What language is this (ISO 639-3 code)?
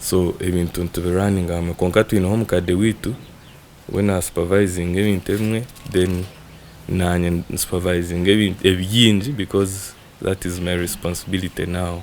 nyn